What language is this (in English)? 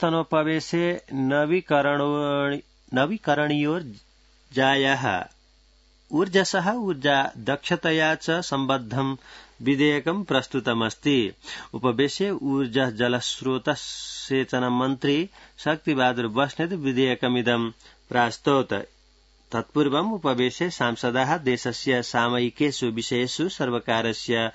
Sanskrit